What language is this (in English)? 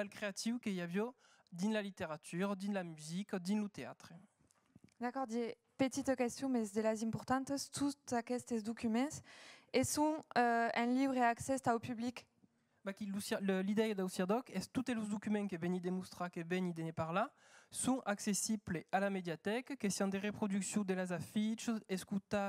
Occitan